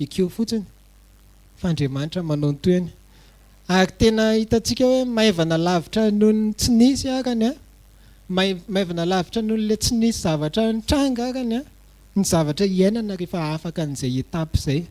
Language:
Malagasy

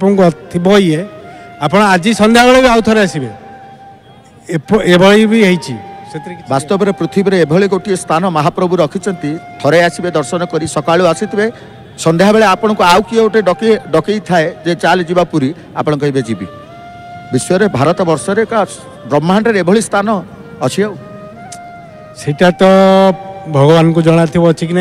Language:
Odia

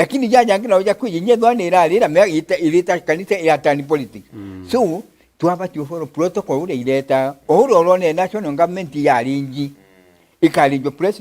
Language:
Meru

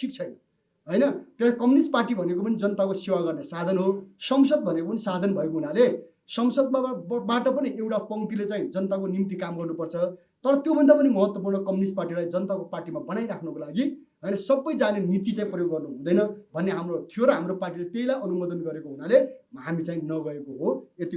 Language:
Nepali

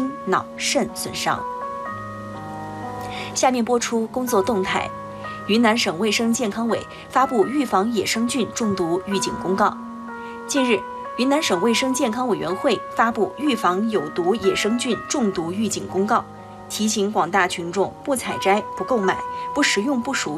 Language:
Chinese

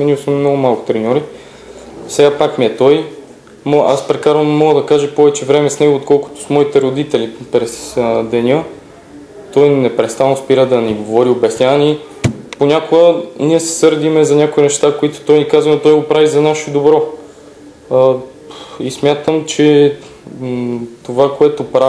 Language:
Bulgarian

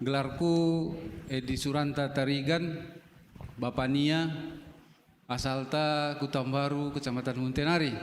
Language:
Batak Karo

